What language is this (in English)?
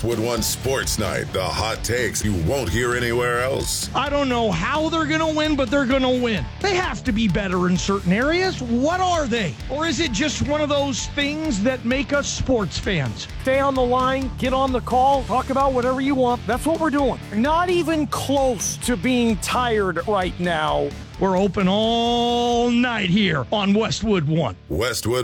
English